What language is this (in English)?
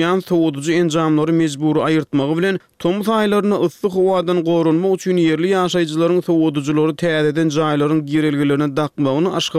Turkmen